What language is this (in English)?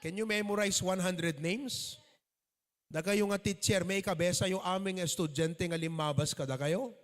Iloko